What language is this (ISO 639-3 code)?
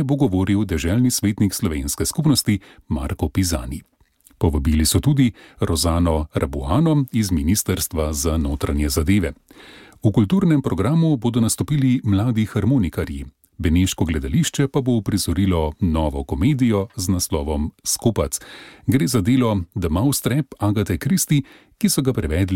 slv